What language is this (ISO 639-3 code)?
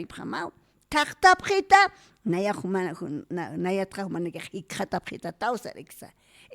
aym